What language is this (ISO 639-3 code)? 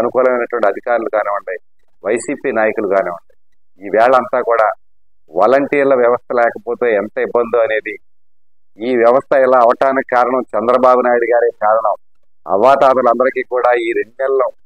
tel